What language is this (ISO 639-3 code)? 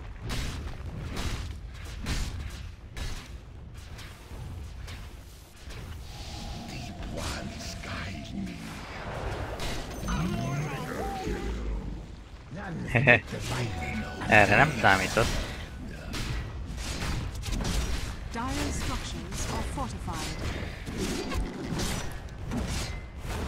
hun